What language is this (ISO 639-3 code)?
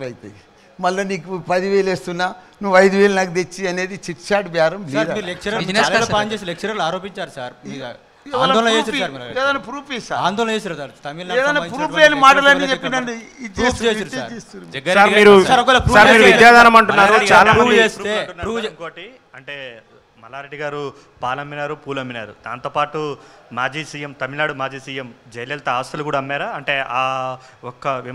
tel